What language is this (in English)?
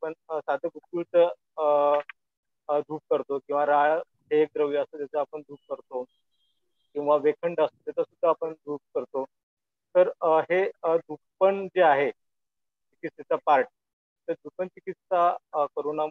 Marathi